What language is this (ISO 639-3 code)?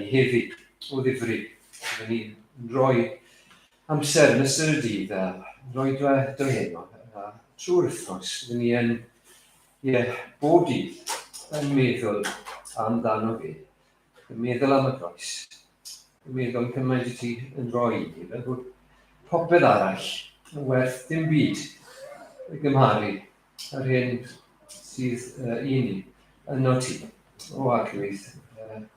cym